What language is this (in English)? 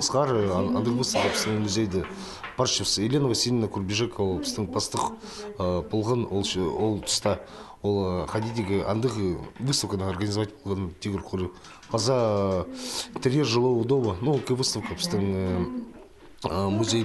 Khakas